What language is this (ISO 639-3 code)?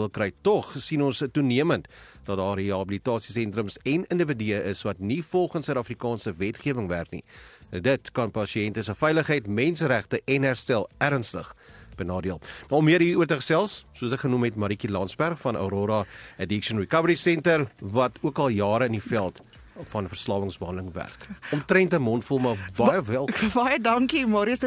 afr